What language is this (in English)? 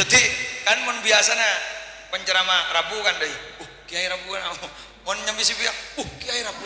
Madurese